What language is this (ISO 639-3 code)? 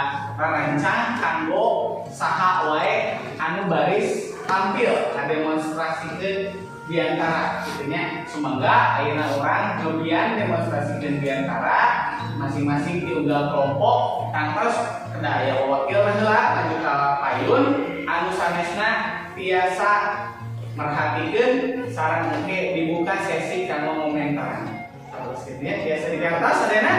sun